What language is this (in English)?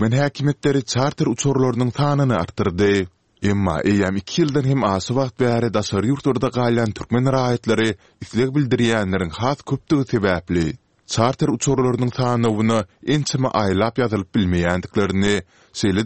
Turkmen